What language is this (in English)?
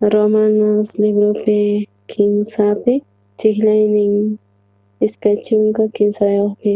South Bolivian Quechua